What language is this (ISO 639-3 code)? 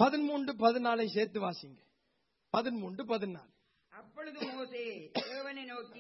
tam